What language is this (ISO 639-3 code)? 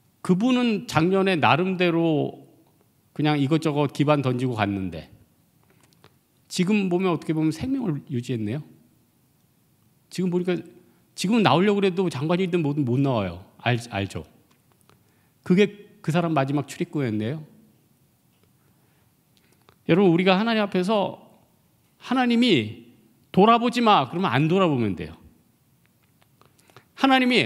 kor